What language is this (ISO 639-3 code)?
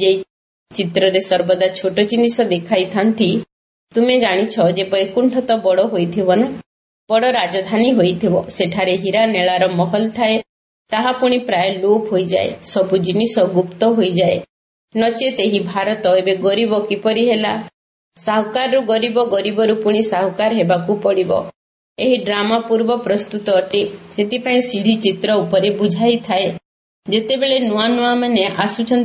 ori